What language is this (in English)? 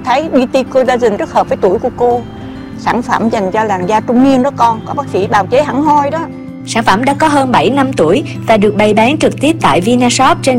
Vietnamese